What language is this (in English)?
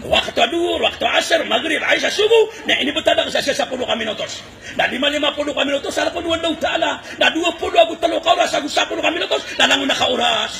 Maranao